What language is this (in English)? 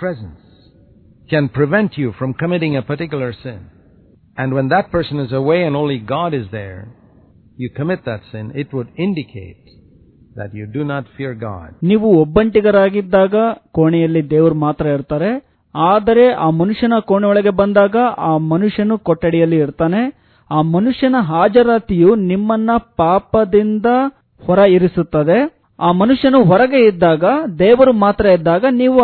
Kannada